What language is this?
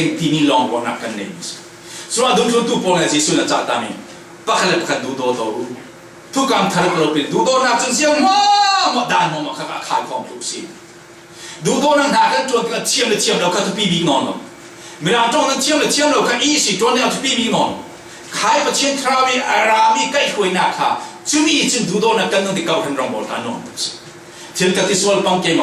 Falam Chin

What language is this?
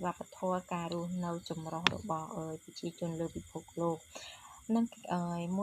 Khmer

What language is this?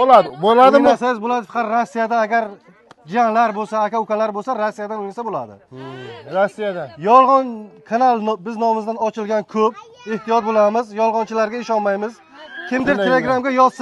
Uzbek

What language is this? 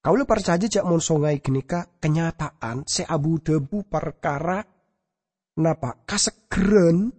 Madurese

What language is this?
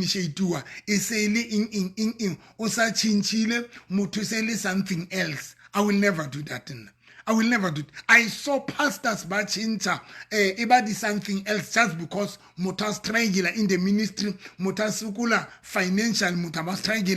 Southern Sotho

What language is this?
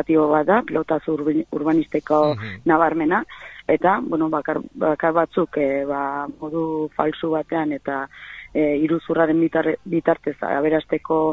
Basque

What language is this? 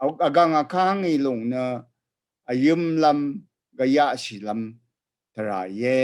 Rawang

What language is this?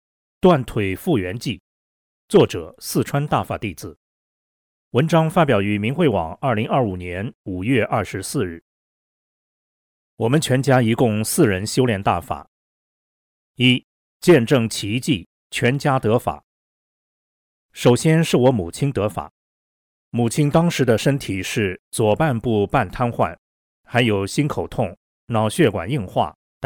Chinese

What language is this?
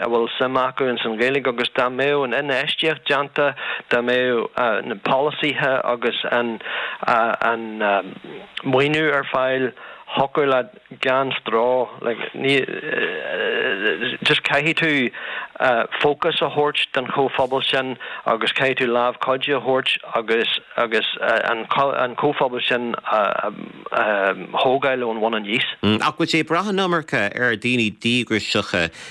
Irish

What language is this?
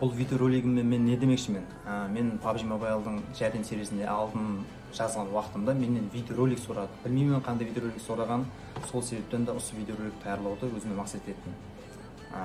Kara-Kalpak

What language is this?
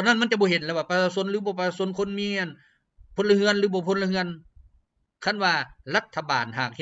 Lao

